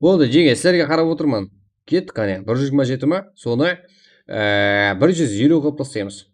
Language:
Kara-Kalpak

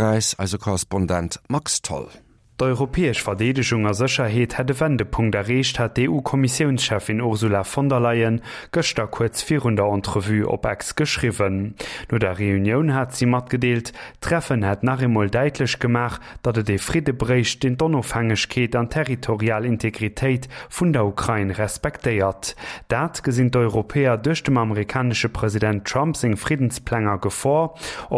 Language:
Luxembourgish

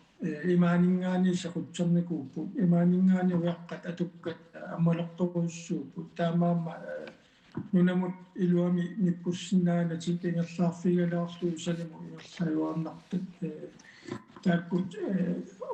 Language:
Kalaallisut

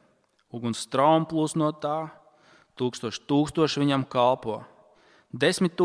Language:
Latvian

